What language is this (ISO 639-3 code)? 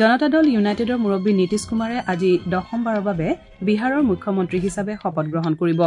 asm